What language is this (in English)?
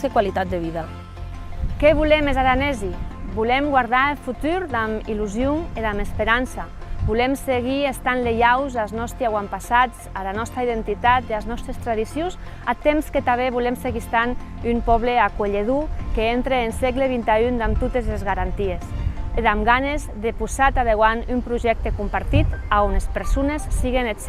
Occitan